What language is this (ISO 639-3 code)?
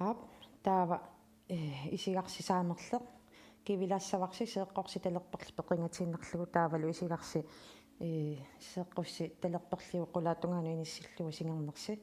kal